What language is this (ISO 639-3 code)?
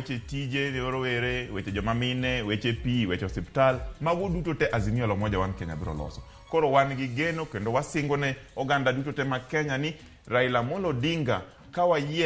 luo